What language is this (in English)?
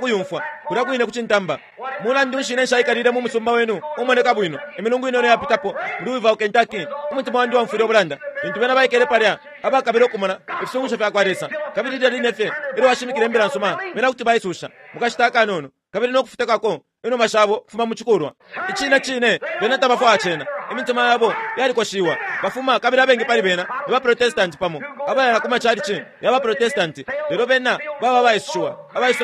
Bemba